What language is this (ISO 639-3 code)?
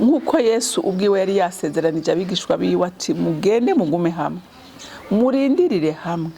run